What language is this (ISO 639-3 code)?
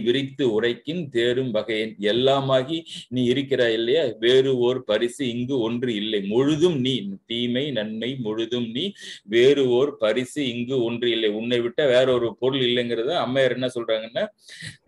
tam